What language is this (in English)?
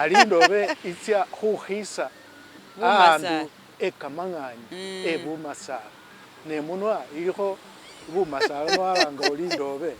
Masaaba